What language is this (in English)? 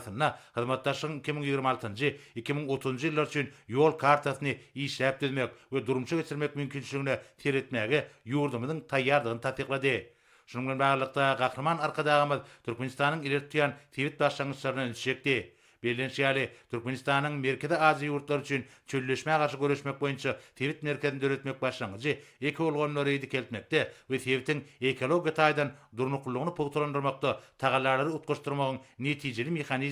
Turkmen